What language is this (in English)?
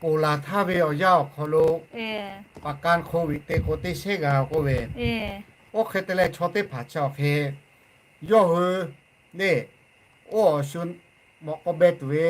Lahu